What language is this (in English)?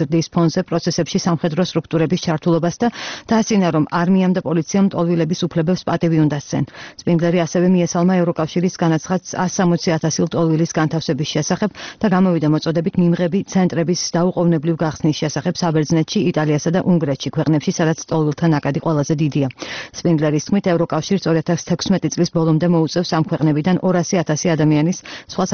Georgian